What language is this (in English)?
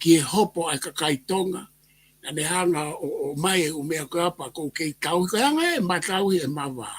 Tongan